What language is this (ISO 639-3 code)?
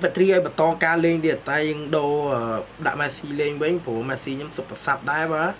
khm